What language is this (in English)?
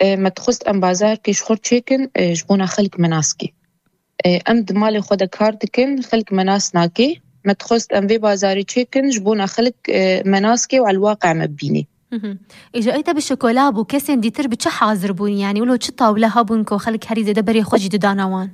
Kurdish